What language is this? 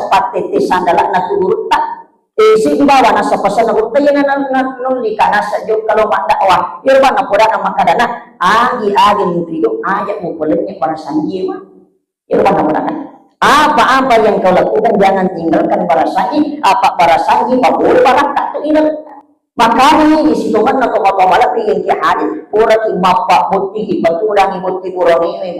Buginese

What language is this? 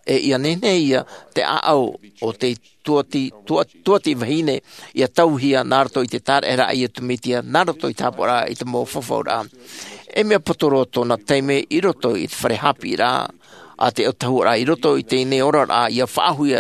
Tahitian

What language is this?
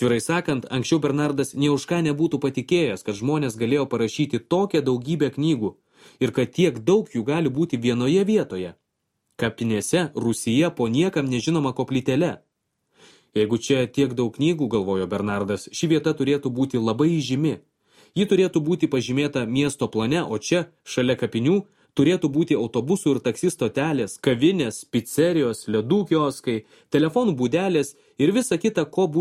Lithuanian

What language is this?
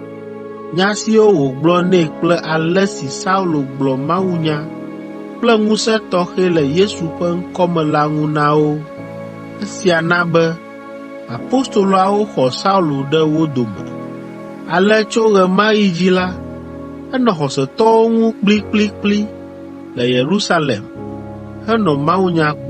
Ewe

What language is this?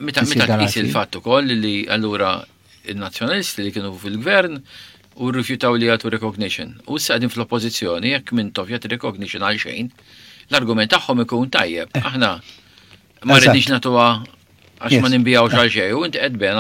Maltese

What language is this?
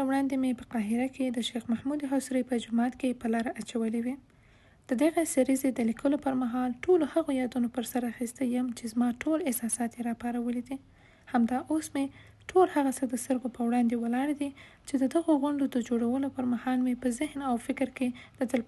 Pashto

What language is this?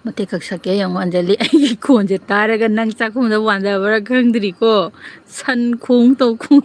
Manipuri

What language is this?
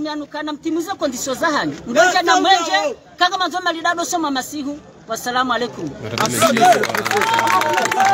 Swahili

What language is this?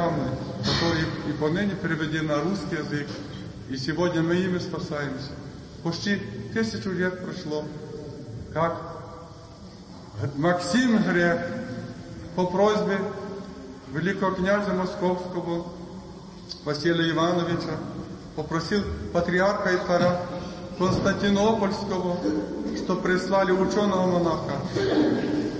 Russian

